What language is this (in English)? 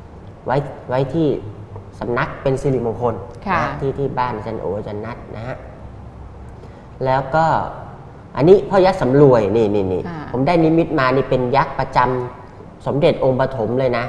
Thai